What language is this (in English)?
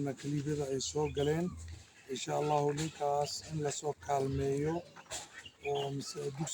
Somali